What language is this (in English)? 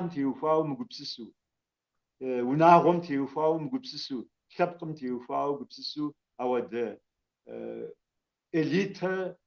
Kabardian